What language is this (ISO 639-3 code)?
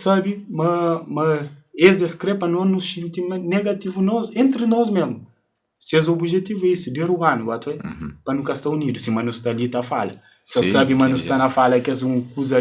kea